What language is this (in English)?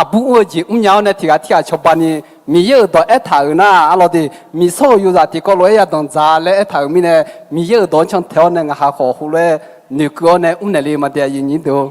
Akha